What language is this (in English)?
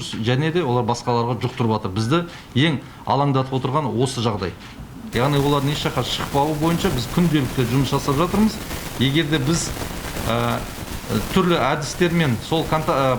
Kazakh